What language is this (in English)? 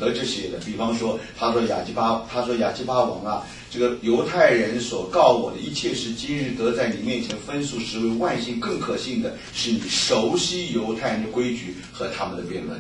Chinese